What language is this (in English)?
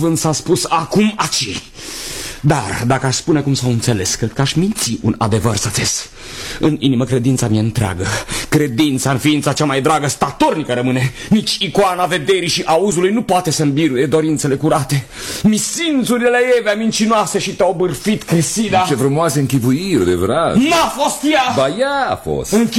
Romanian